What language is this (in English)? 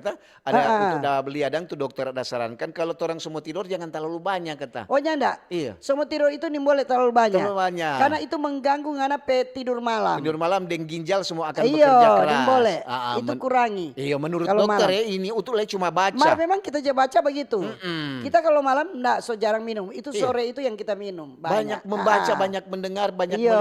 Manado Malay